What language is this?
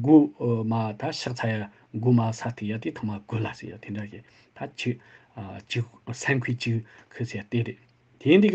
Tibetan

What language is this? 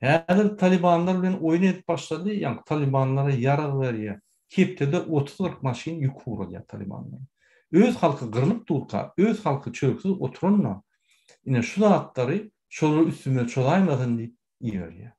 Turkmen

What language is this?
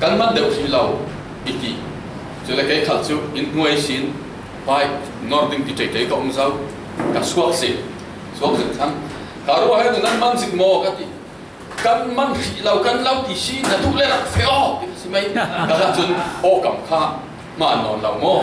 Falam Chin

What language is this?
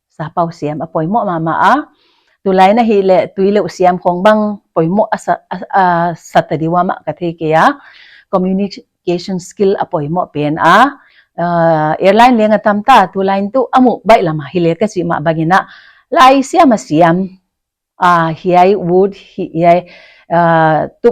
Paite Chin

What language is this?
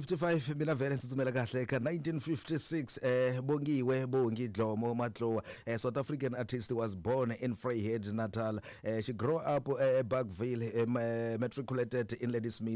Tsonga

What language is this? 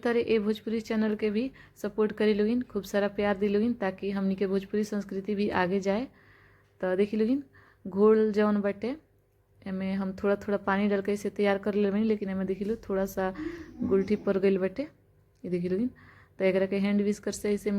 Bhojpuri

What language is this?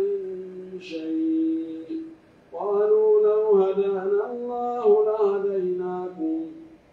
Pular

